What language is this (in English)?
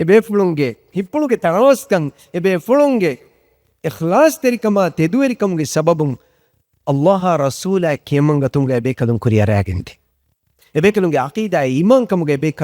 Divehi